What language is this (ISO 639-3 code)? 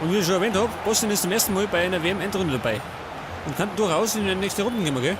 bar